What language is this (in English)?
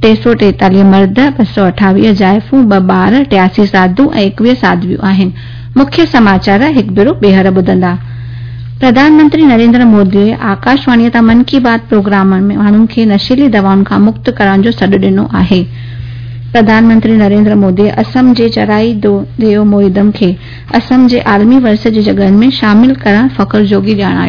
Sindhi